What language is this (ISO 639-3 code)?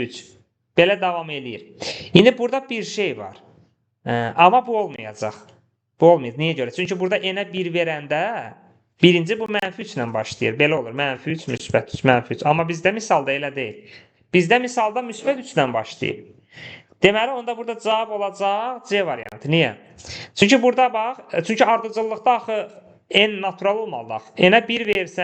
aze